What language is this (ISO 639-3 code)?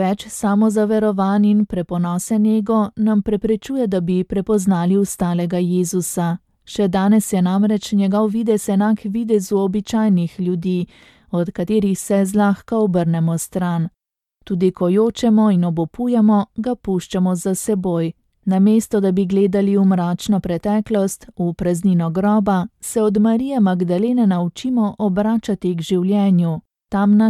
slv